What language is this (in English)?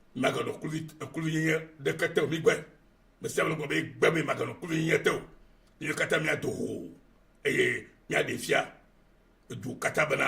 Ewe